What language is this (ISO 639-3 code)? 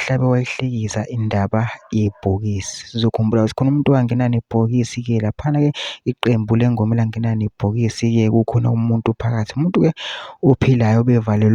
zul